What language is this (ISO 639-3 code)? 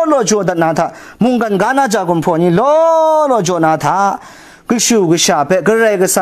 kac